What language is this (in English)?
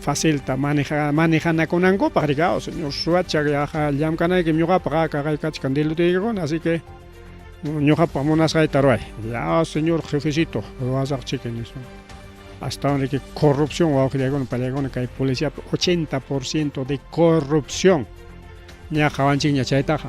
Ayacucho Quechua